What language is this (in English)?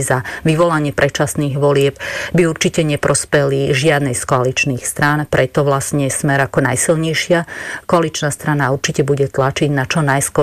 Slovak